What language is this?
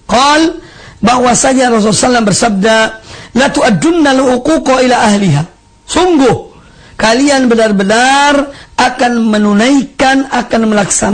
Indonesian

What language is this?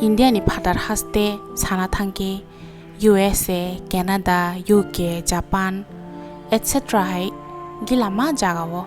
Kok Borok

